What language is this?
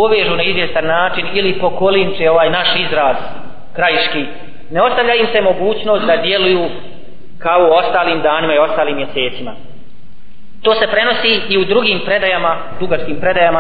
Bosnian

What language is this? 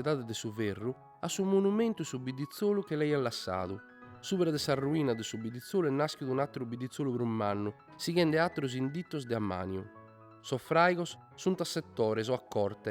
Sardinian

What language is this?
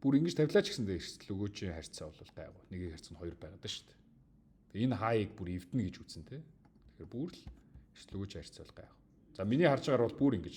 Mongolian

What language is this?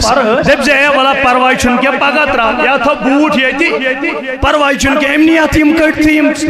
Kashmiri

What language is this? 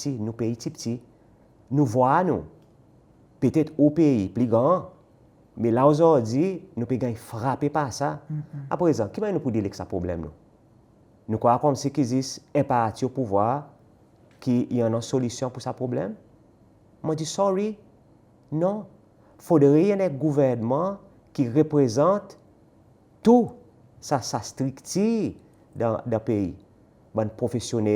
Seselwa Creole French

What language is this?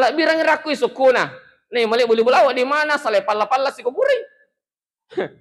Buginese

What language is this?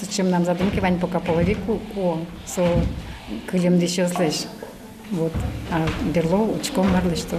Udmurt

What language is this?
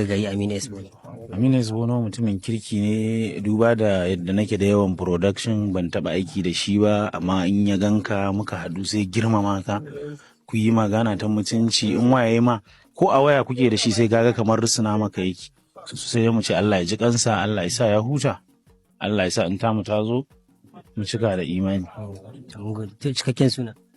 Hausa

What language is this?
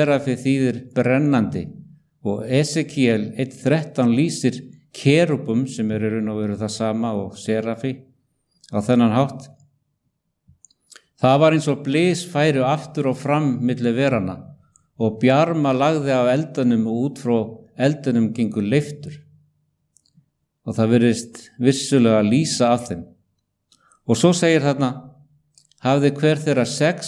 Icelandic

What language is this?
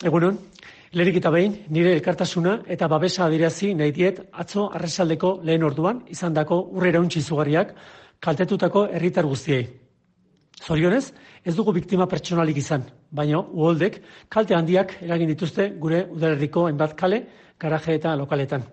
Basque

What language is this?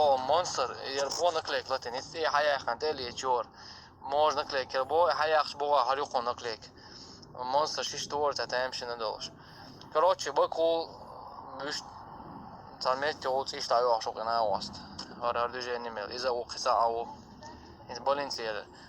Chechen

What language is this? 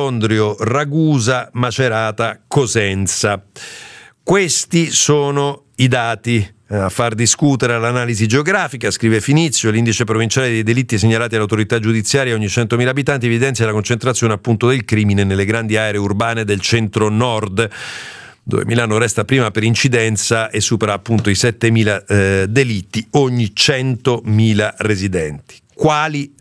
Italian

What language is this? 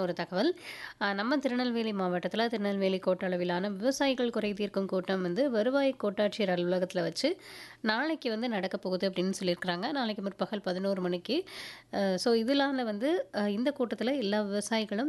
Tamil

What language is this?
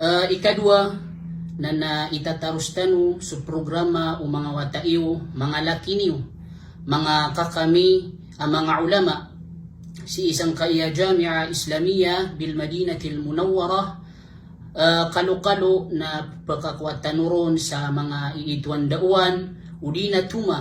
Maranao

